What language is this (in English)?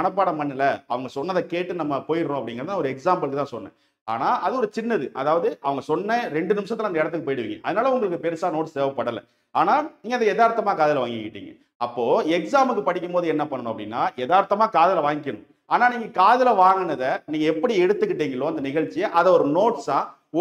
Tamil